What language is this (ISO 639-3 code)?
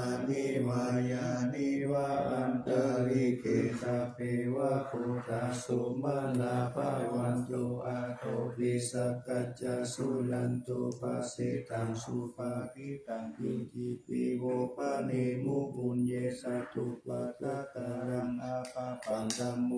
pli